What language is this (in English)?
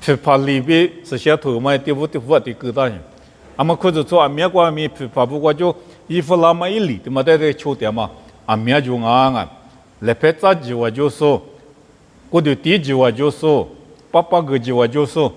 Lisu